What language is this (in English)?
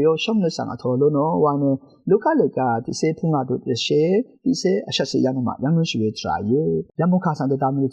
Rawang